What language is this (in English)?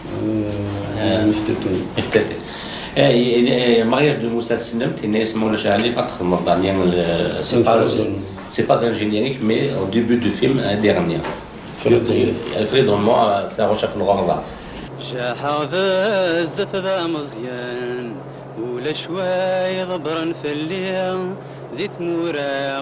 Kabyle